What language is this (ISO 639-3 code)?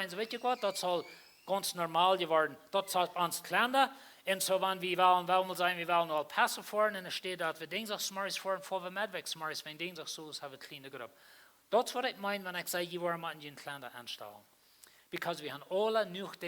pdt